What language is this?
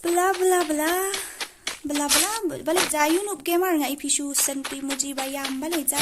Khasi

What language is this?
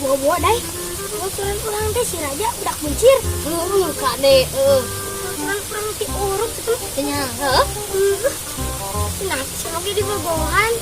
Sundanese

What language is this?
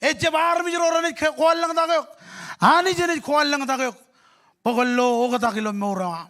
Marshallese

